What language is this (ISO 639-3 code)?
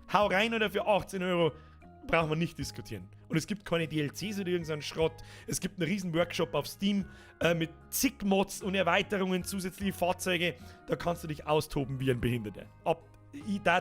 bar